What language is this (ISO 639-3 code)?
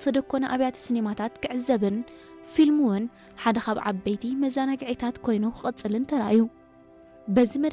tir